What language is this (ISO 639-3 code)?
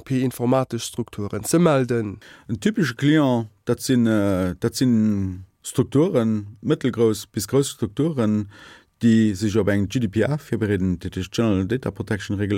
ltz